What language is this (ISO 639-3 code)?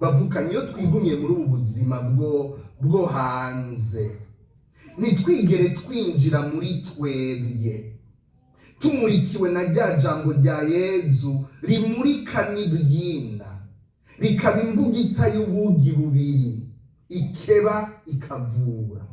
run